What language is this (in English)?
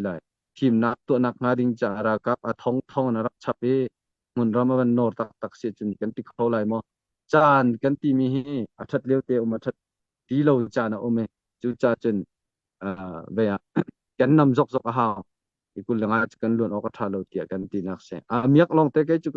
Hakha Chin